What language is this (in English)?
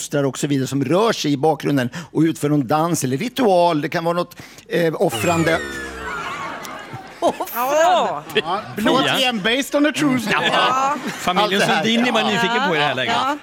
Swedish